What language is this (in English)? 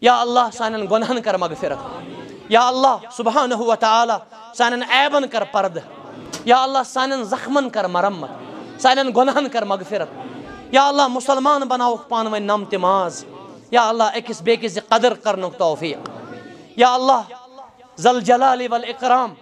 Kashmiri